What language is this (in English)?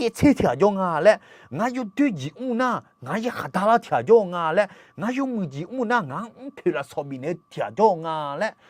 Akha